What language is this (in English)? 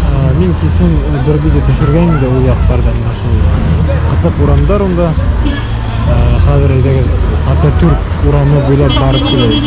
Bashkir